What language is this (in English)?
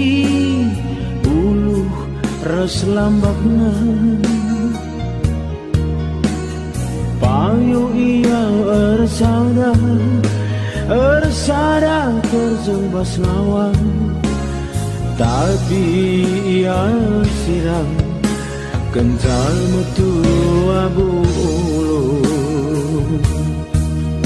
Batak Karo